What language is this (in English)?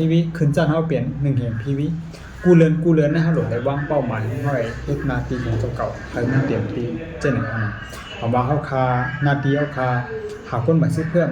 Shan